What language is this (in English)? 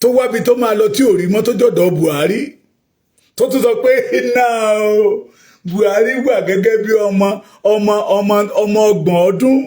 Yoruba